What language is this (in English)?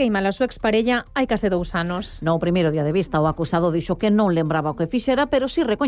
Galician